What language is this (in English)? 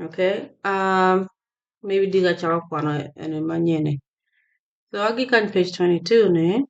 Acoli